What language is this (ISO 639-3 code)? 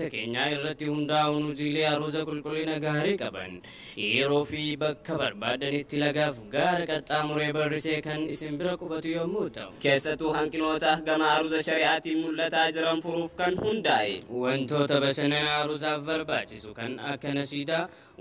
orm